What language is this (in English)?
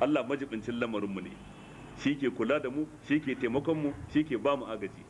Hausa